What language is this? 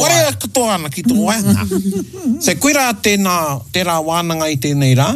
Māori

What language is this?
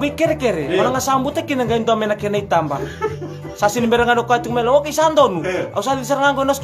Fijian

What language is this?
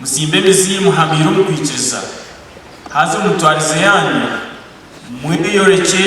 Nyankole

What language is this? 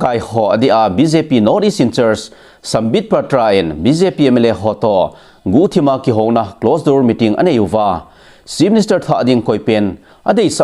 Thado Chin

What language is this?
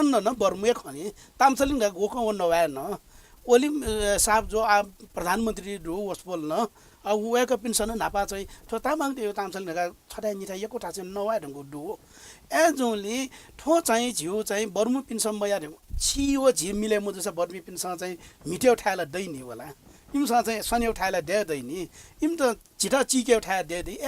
Newari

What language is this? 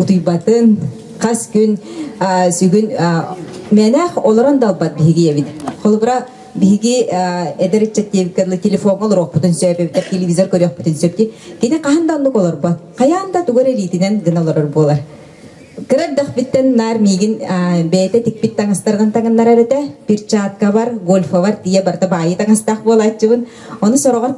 Yakut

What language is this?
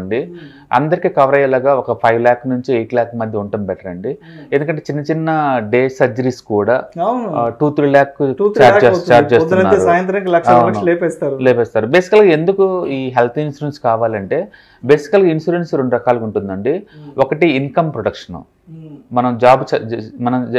Telugu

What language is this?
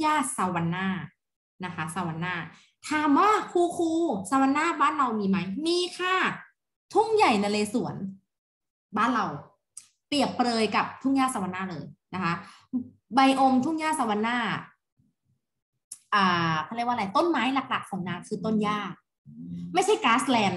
Thai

